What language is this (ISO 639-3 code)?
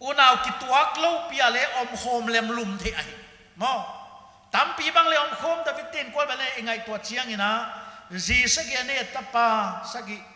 pck